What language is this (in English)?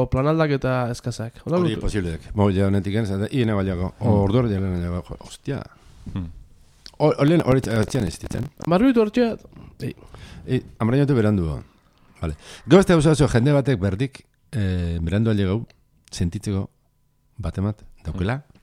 Basque